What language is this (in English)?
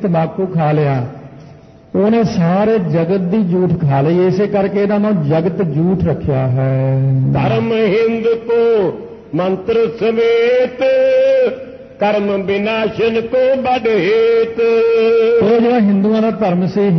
Punjabi